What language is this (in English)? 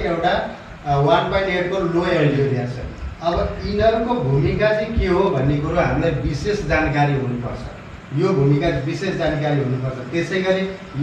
Nepali